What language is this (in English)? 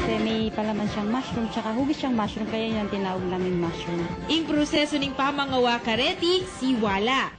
Pampanga